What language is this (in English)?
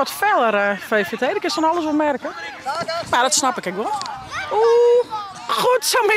Western Frisian